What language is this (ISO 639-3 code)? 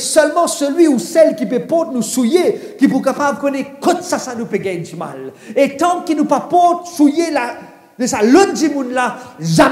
mfe